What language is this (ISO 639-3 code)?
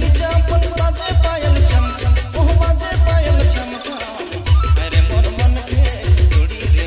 sck